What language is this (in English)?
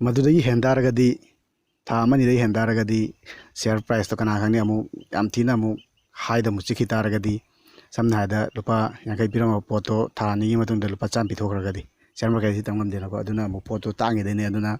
Manipuri